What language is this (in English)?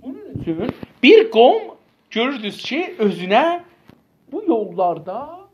South Azerbaijani